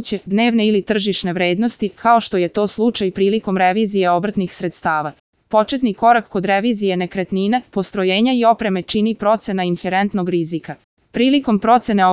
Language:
Serbian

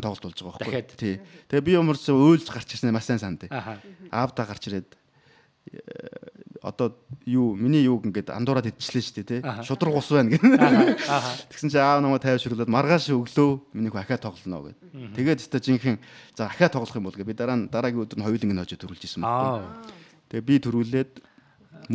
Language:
Mongolian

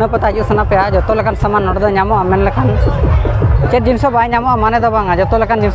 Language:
Santali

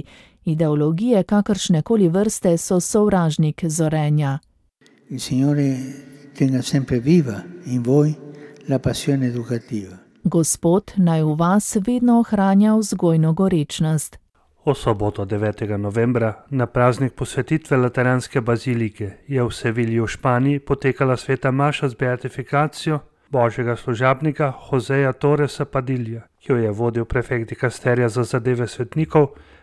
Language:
Slovenian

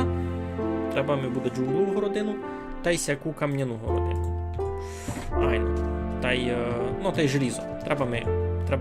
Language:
Rusyn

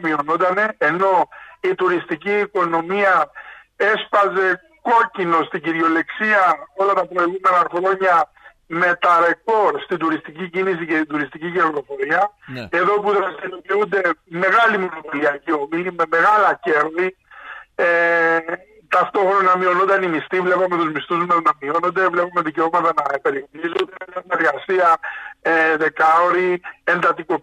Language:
Greek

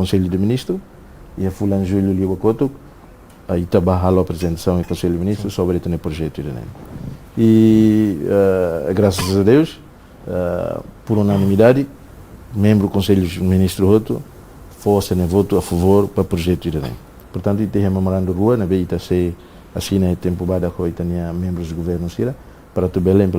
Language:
Tetum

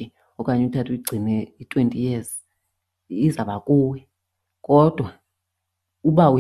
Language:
Xhosa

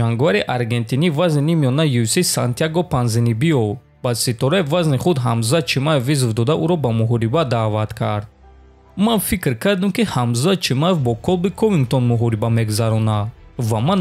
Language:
Tajik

